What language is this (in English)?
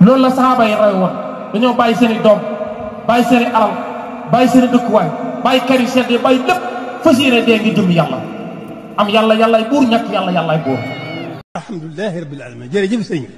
Wolof